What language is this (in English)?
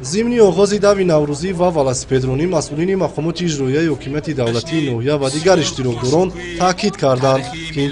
Tajik